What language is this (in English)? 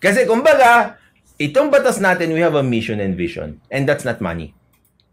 Filipino